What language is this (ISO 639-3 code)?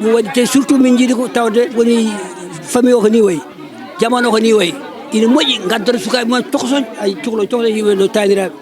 ful